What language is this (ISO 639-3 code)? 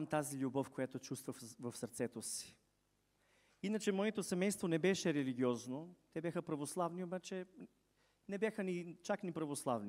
bul